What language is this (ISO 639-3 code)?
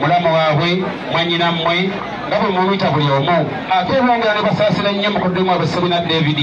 lug